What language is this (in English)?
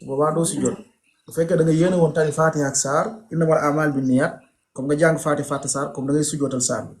Wolof